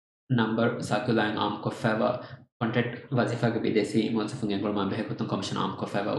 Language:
Divehi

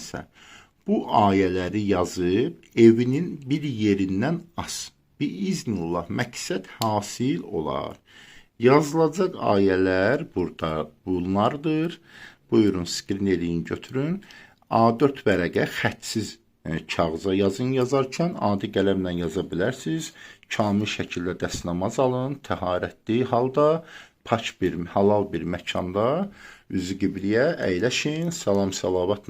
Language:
Azerbaijani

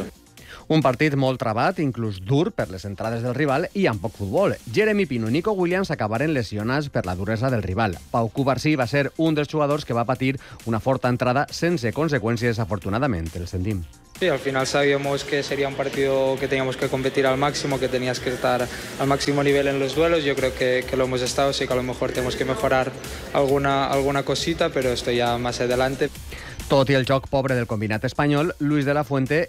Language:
Catalan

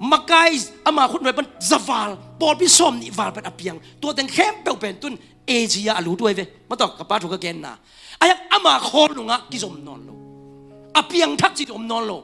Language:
Tedim Chin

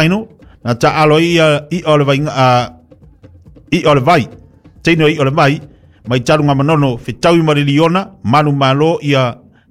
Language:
Samoan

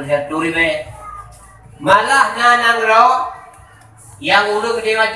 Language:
Achinese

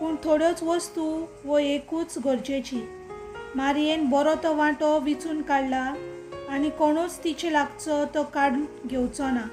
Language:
Konkani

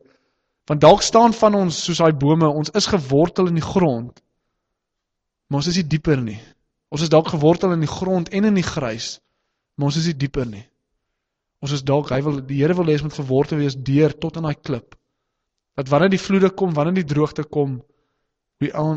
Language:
Afrikaans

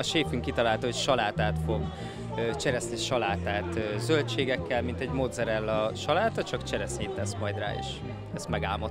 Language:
Hungarian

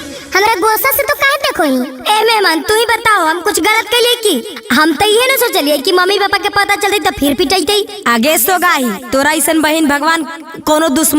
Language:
Magahi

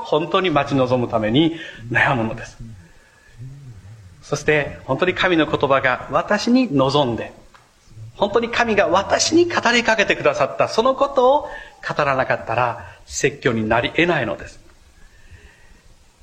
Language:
Japanese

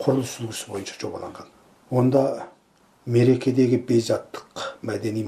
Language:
Kazakh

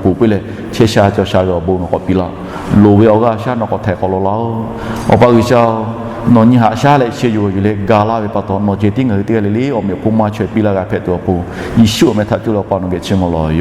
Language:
Lahu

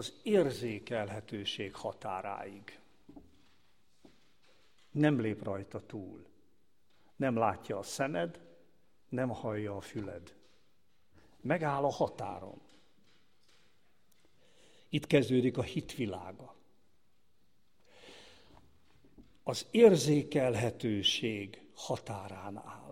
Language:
Hungarian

